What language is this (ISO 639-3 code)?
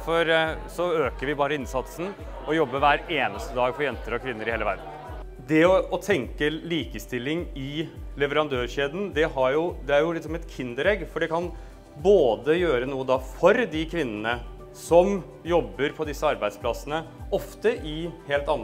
nor